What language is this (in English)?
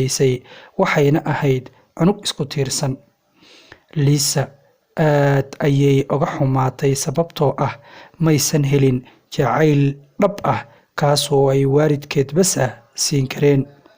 Somali